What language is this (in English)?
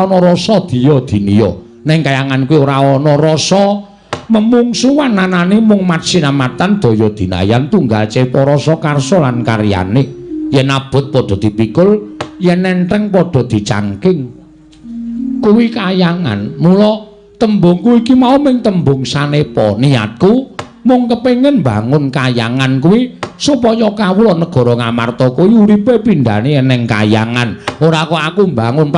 Javanese